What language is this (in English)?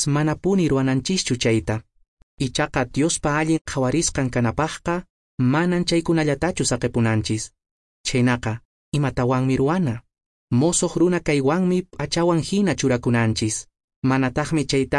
Quechua